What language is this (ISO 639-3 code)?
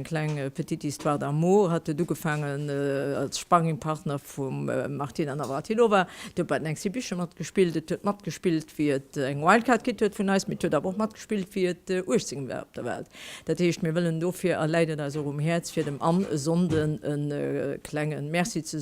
ltz